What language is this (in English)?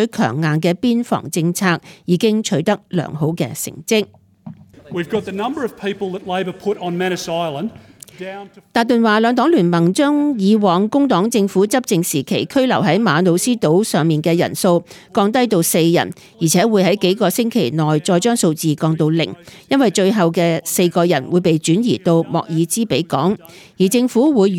Cantonese